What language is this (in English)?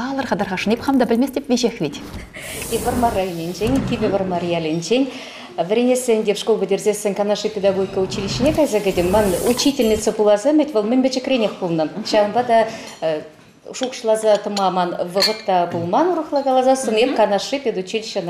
Chuvash